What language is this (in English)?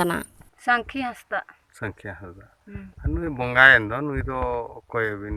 Santali